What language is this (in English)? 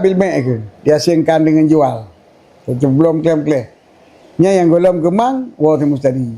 Achinese